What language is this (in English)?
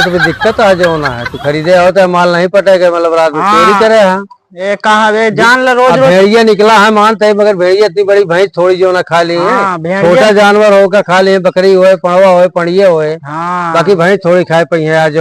Awadhi